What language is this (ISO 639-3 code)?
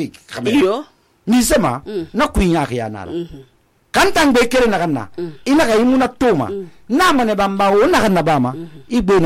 sus